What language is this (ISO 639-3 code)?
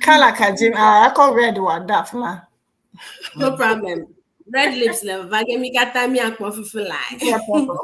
ewe